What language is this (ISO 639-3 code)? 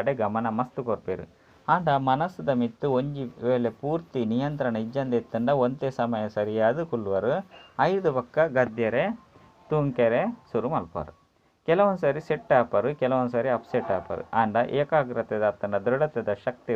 tcy